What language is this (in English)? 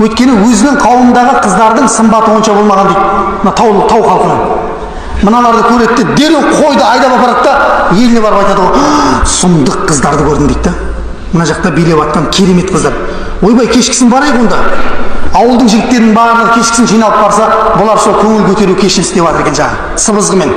Kazakh